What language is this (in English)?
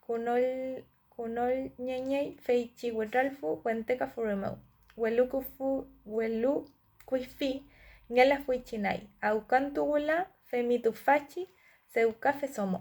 Mapuche